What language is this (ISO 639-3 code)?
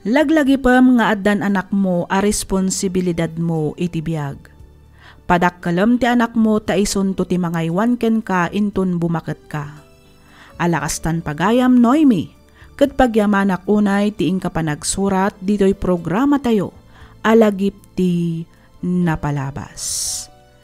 ilo